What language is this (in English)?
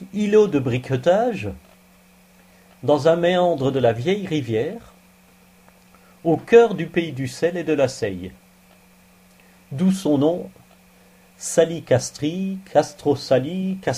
French